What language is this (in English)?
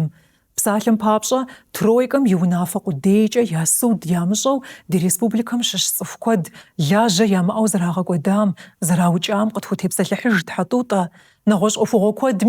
Kabardian